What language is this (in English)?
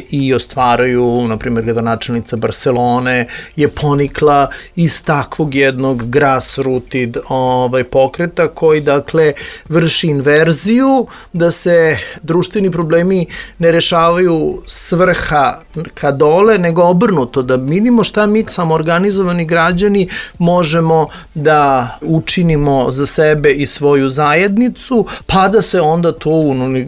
Serbian